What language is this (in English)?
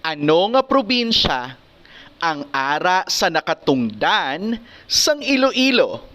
Hiligaynon